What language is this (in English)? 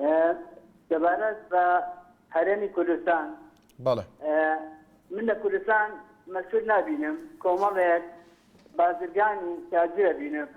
Central Kurdish